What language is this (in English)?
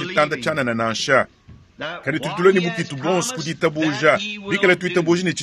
Luba-Lulua